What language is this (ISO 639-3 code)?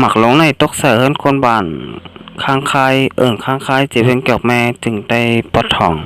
shn